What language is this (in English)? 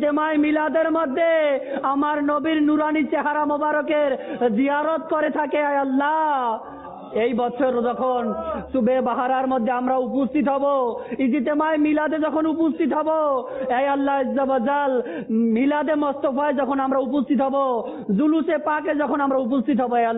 Bangla